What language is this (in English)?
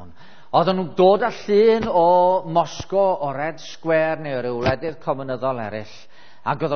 Welsh